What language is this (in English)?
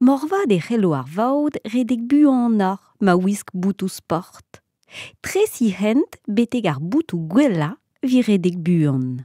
Breton